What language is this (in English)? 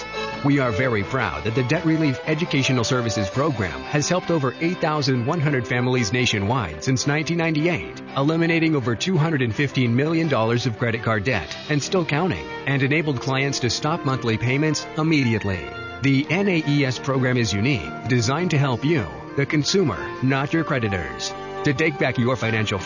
English